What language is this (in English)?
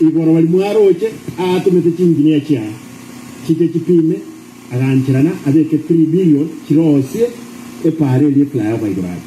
Gusii